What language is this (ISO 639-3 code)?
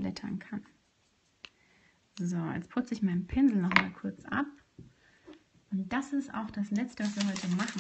deu